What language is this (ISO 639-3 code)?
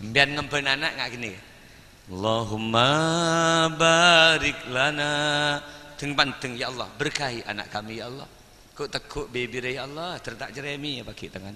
mad